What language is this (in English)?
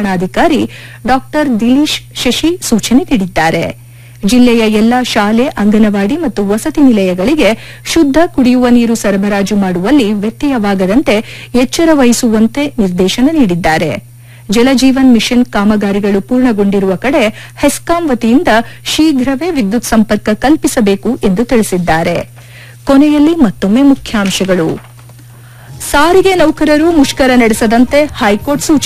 Kannada